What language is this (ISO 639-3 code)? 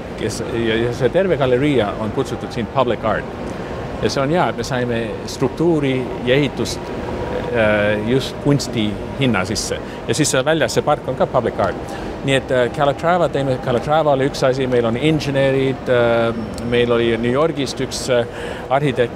est